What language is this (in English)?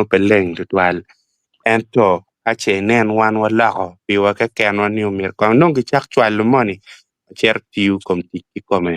Acoli